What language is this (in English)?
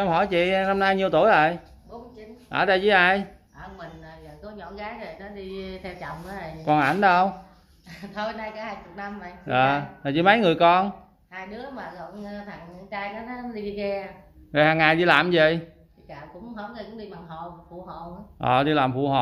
Vietnamese